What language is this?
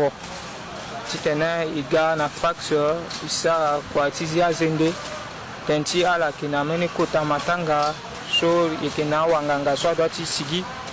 Sango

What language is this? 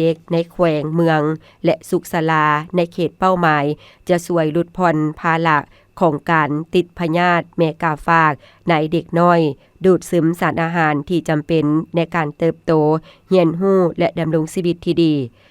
Lao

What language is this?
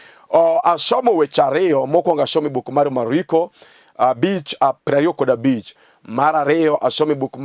Luo (Kenya and Tanzania)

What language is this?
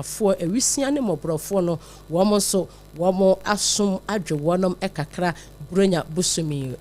Akan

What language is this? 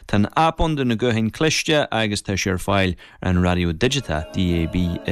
Irish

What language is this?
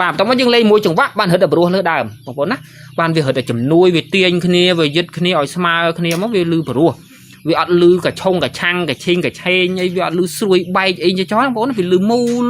Khmer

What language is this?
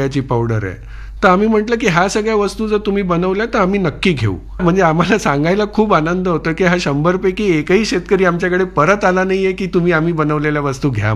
Marathi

